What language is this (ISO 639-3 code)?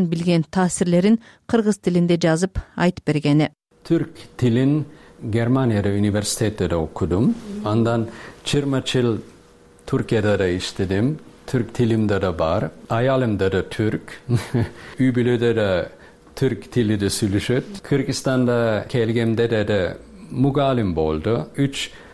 kir